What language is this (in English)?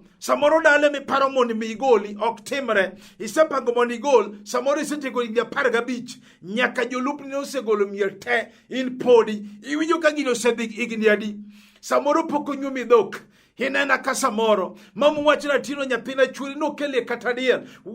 Luo (Kenya and Tanzania)